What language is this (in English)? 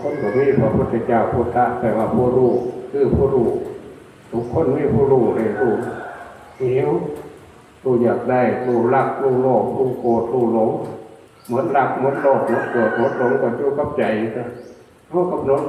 Northeastern Thai